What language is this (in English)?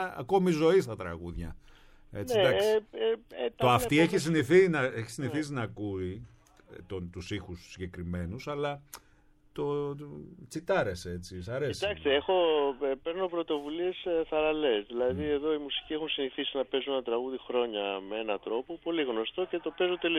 Greek